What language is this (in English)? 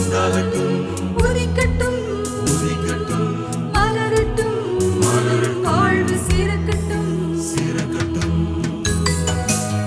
Tamil